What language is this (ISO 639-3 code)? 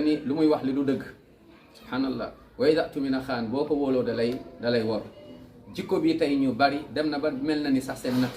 wol